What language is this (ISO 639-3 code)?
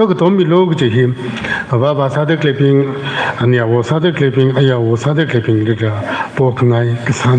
nmf